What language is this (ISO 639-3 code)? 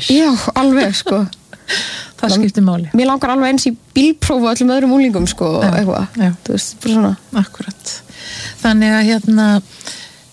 isl